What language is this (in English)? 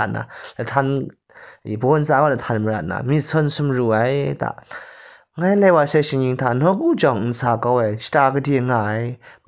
Kachin